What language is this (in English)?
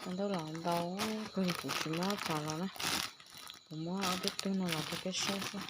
Hmong